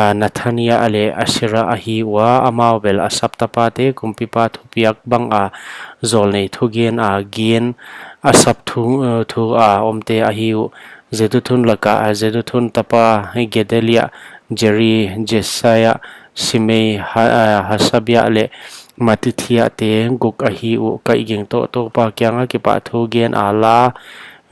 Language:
Paite Chin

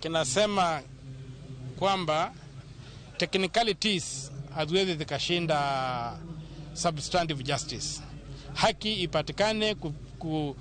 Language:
Luo (Kenya and Tanzania)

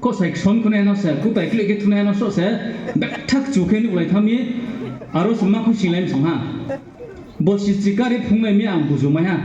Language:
Riang (India)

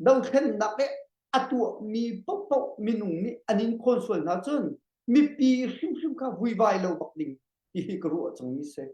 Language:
Hakha Chin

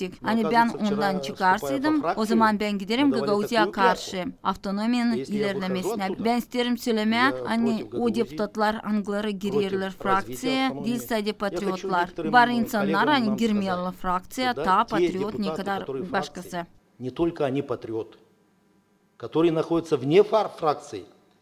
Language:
Gagauz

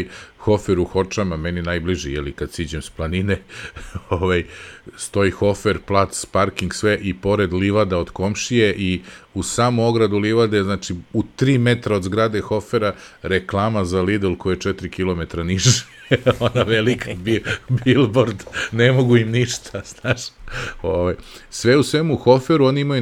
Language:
Serbian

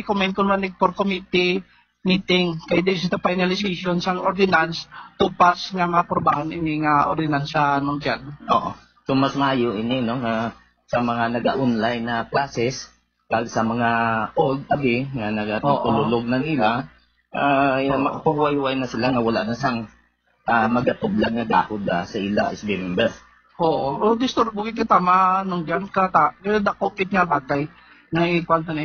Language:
Hiligaynon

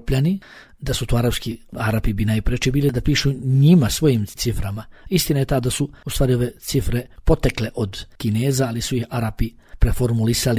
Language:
Bosnian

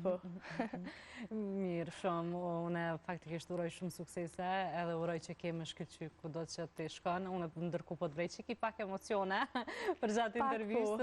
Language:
Albanian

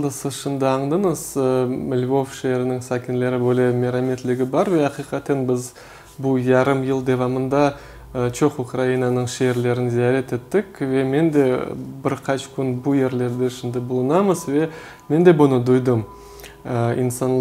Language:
Crimean Tatar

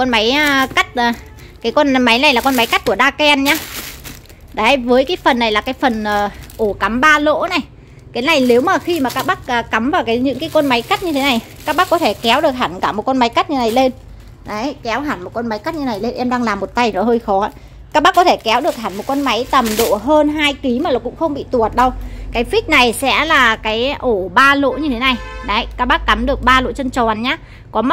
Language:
Vietnamese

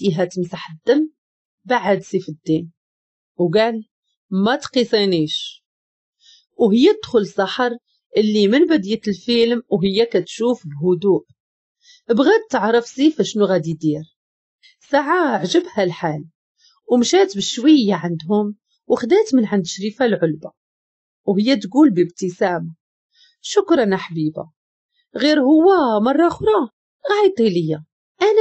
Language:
Moroccan Arabic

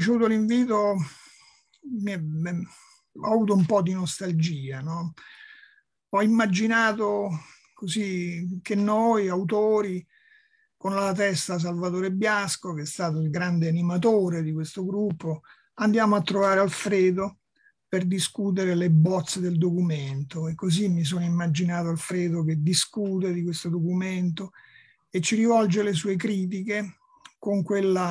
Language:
Italian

